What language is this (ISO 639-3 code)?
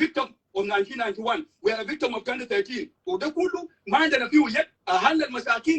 nus